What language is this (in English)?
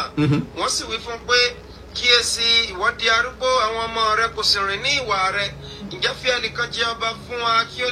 Yoruba